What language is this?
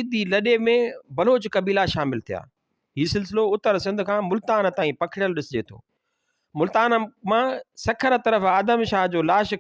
Sindhi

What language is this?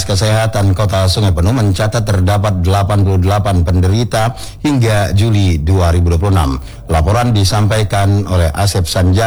Indonesian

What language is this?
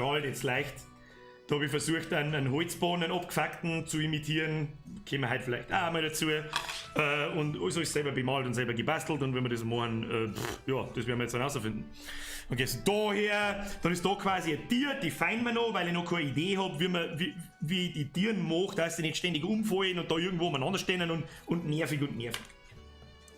Bavarian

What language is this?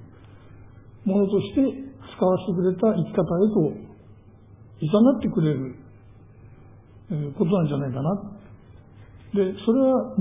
Japanese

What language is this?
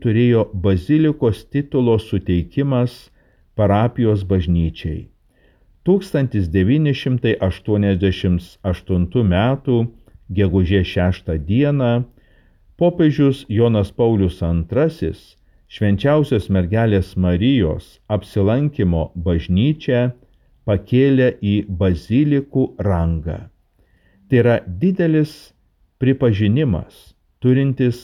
Lithuanian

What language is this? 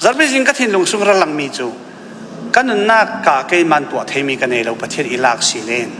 Falam Chin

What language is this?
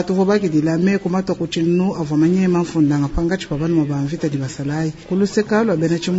Luba-Lulua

